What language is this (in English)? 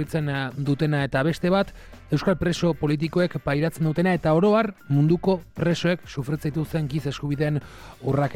Basque